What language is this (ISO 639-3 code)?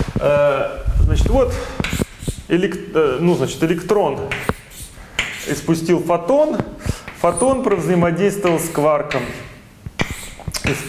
rus